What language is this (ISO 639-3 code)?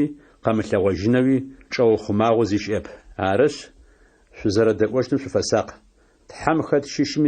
ady